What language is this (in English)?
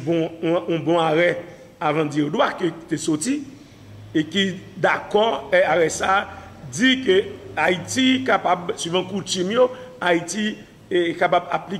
Haitian Creole